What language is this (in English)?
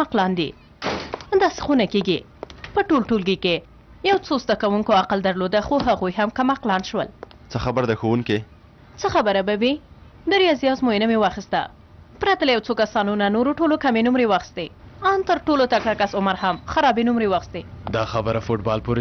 Pashto